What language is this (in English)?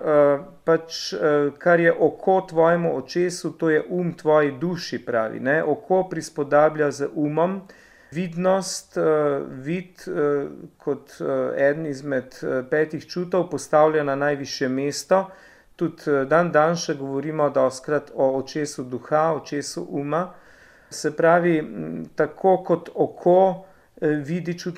Slovenian